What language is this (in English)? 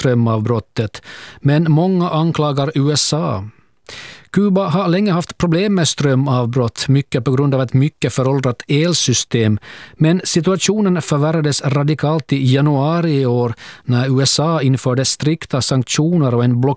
Swedish